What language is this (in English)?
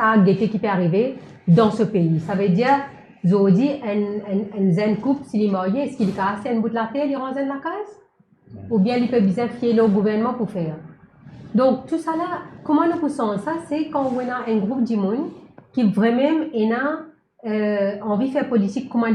Morisyen